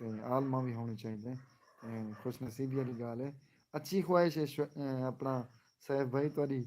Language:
Saraiki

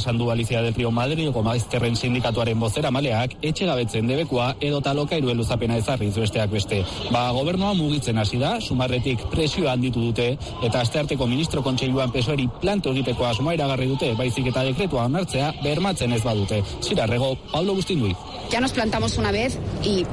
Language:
Basque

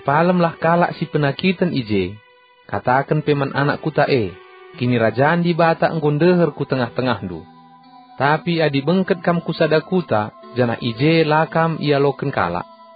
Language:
Batak Karo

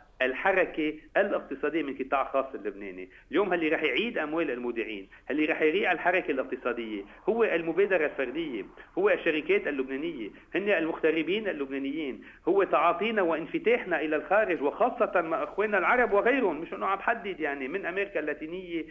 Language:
North Levantine Arabic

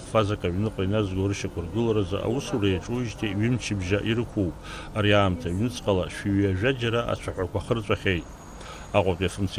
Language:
Abkhazian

